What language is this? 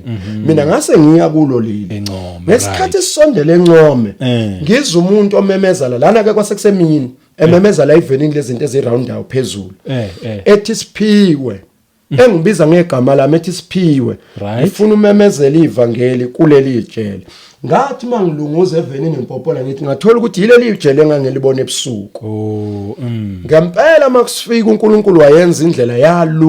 Zulu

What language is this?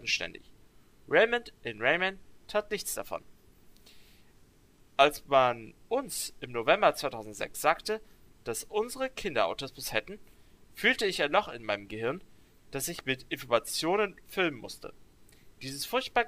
German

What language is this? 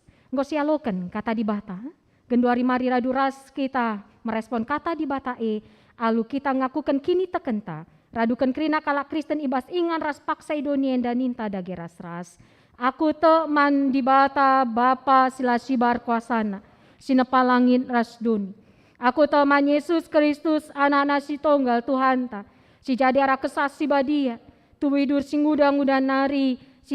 Batak Karo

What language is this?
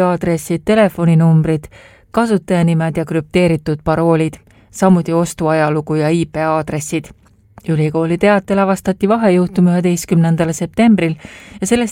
Estonian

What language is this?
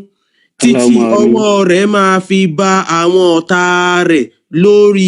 Yoruba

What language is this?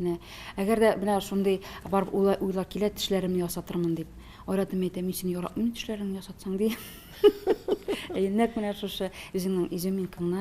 Tatar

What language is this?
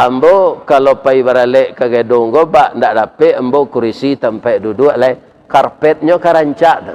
Minangkabau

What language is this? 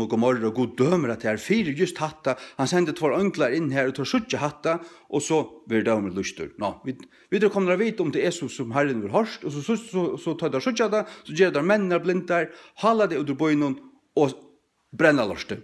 Faroese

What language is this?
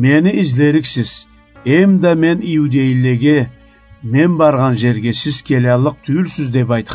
Karachay-Balkar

